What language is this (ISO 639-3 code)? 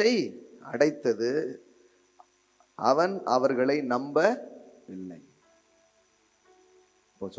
tam